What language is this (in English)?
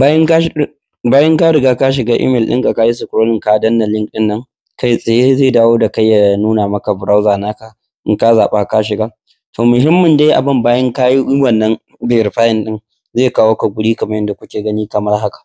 Hausa